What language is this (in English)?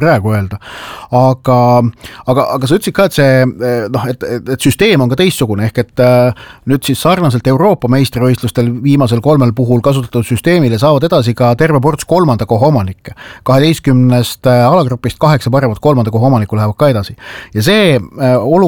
Estonian